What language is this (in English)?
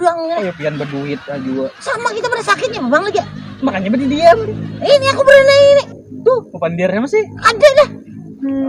Banjar